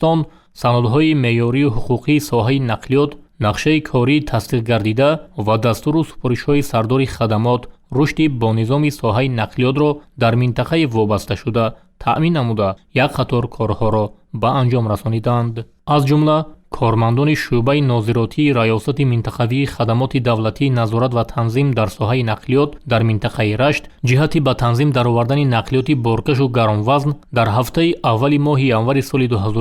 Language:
Tajik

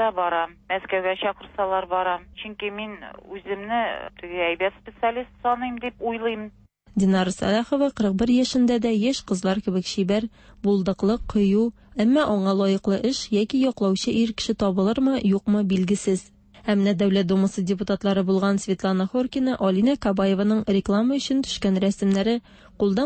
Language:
Tatar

